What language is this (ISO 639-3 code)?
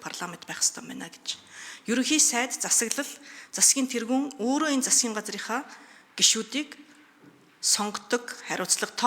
mon